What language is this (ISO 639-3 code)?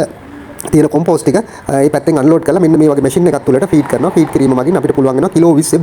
sin